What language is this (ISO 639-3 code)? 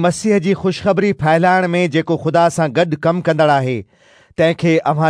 snd